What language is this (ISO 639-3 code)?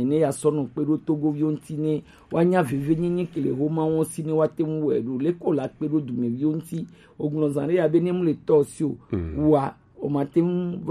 gej